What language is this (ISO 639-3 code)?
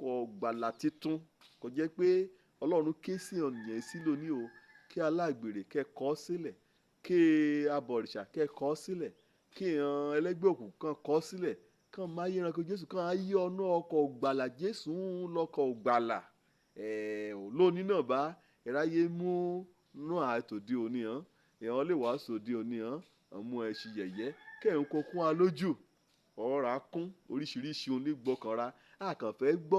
yor